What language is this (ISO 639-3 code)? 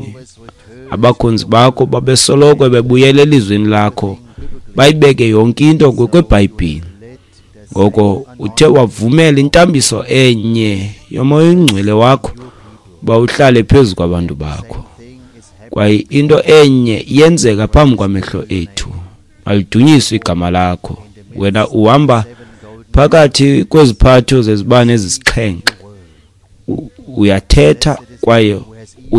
xho